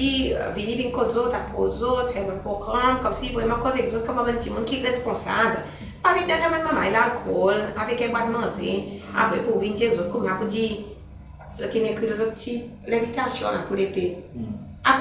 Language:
Seselwa Creole French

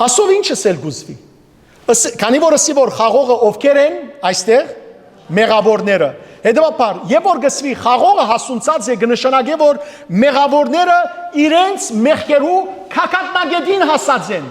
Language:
Western Armenian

